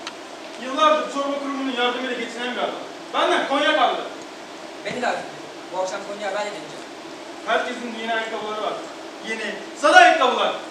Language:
Turkish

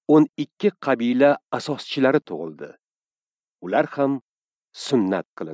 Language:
Uzbek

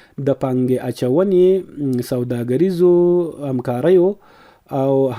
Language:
Pashto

